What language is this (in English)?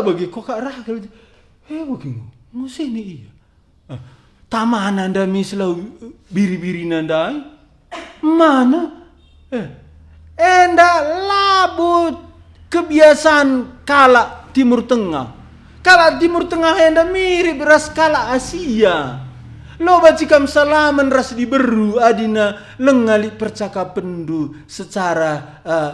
Batak Karo